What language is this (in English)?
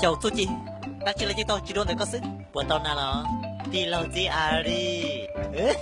Hmong